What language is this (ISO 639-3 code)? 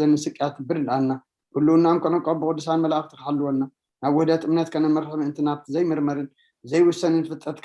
tir